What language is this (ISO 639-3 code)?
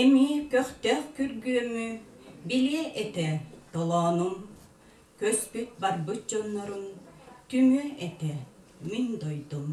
sah